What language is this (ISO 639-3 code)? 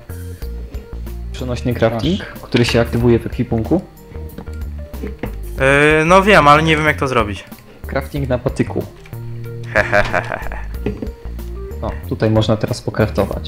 pol